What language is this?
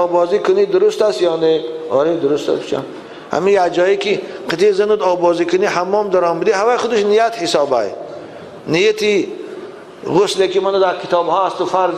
Tajik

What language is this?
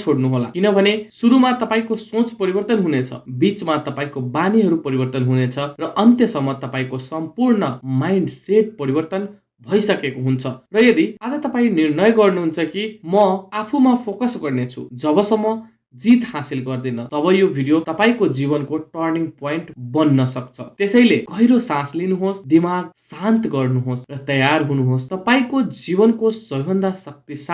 Nepali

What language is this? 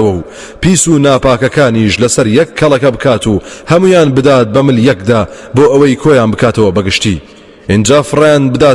Central Kurdish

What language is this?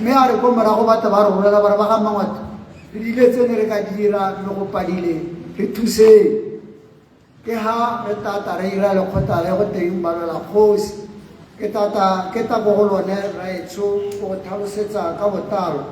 Tswana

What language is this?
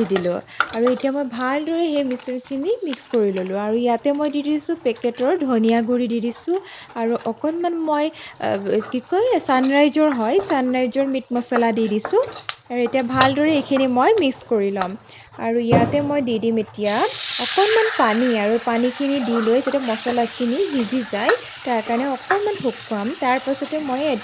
Assamese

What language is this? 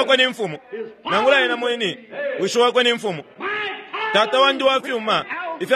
Bemba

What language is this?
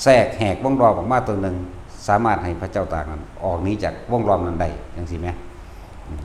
Lao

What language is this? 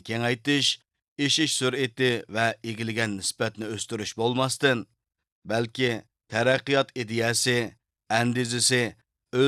Uyghur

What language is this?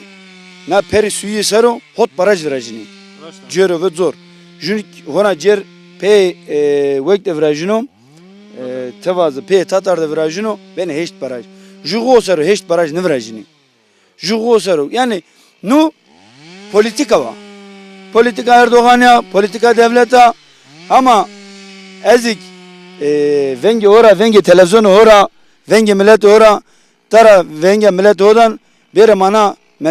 Zaza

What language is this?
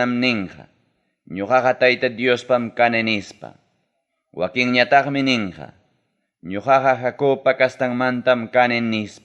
Ayacucho Quechua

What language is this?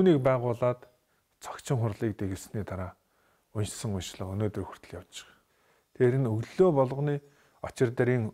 Mongolian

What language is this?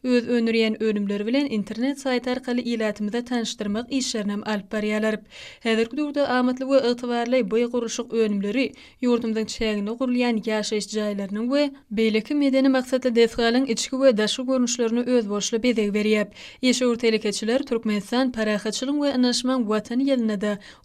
Turkmen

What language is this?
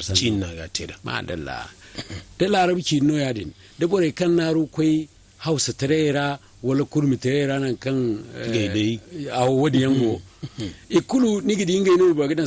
Zarma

